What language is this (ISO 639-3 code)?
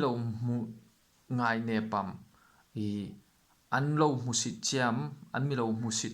hmr